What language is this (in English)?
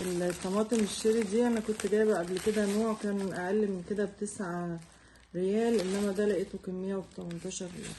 Egyptian Arabic